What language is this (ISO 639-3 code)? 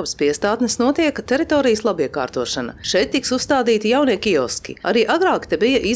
lav